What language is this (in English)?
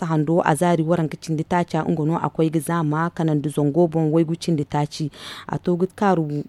Zarma